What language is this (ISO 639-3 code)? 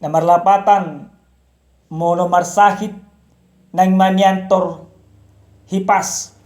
bbc